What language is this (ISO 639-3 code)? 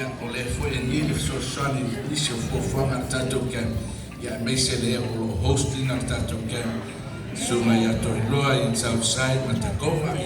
smo